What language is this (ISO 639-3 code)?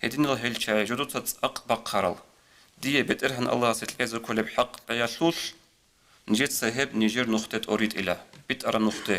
ava